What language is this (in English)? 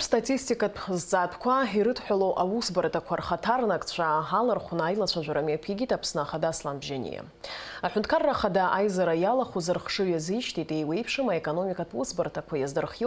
Abkhazian